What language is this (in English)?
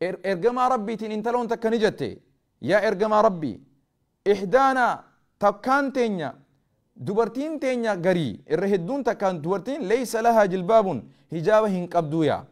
Oromo